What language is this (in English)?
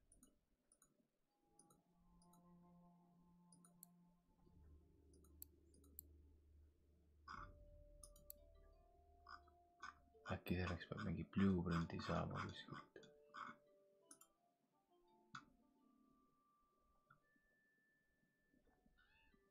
Estonian